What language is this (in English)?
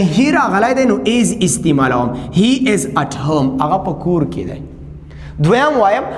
Pashto